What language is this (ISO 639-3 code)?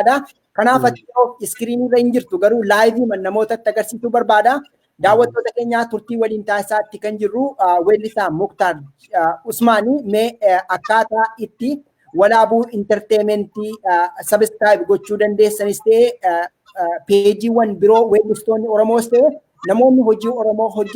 orm